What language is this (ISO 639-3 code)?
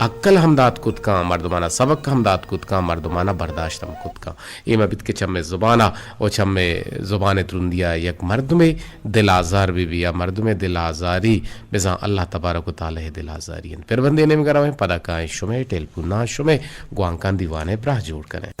bgp